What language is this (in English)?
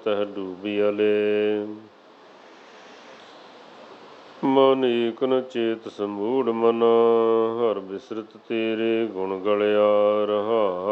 Punjabi